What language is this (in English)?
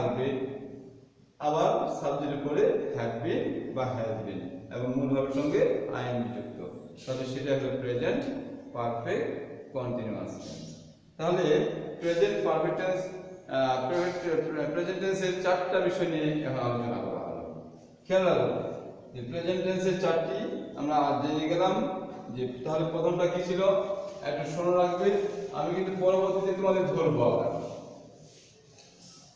Bangla